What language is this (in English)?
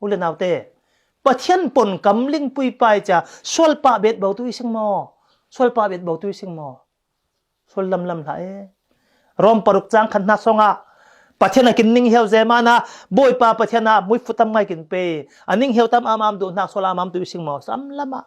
Falam Chin